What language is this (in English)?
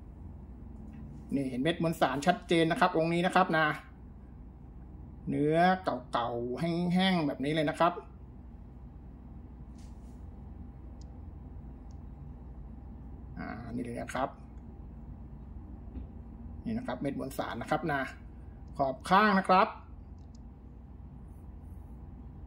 Thai